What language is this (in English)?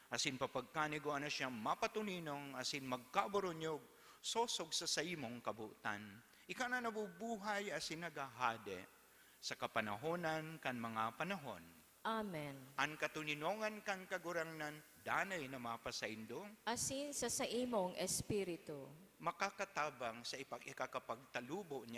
Bikol